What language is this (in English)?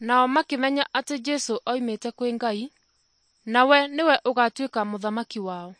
Kikuyu